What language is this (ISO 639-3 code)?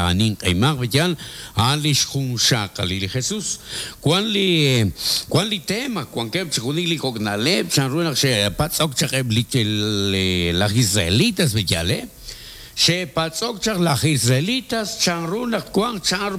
kek